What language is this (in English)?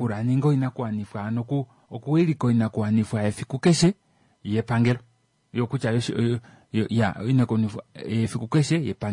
Kuanyama